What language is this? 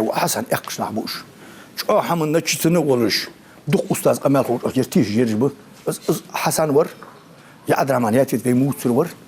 Ingush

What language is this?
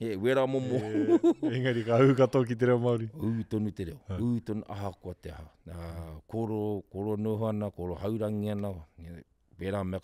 Māori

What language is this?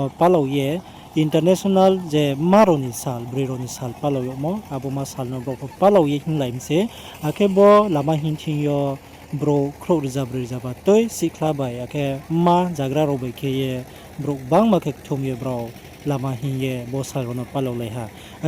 Riang (India)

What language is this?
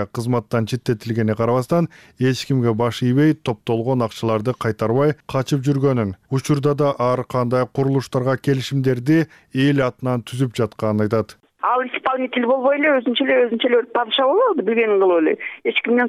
Kyrgyz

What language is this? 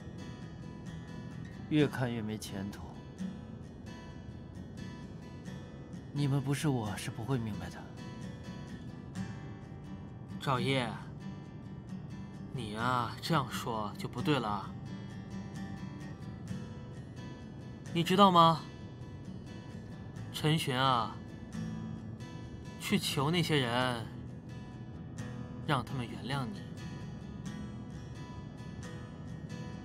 Chinese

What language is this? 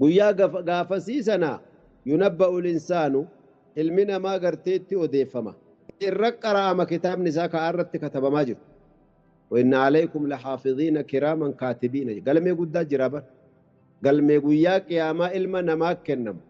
Oromo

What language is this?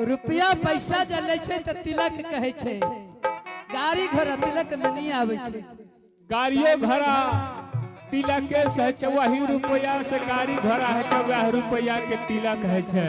Angika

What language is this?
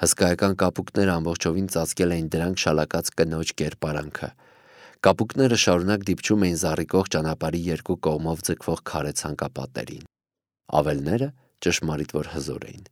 Armenian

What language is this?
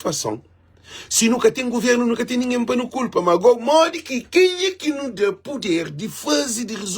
Kabuverdianu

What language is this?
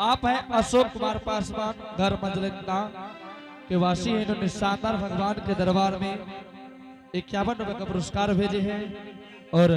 Angika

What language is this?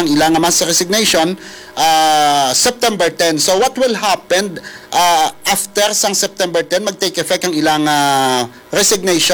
Hiligaynon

